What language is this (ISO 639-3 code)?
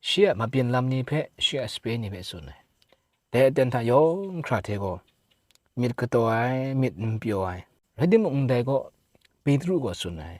kac